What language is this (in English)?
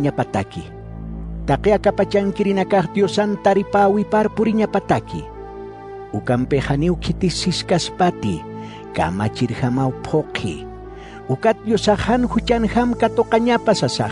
Aymara